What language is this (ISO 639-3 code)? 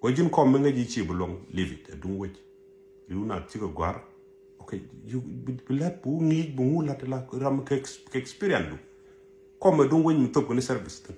nus